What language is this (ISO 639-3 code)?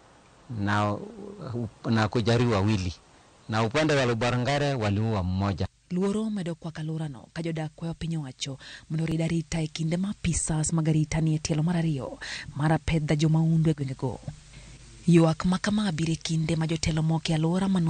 luo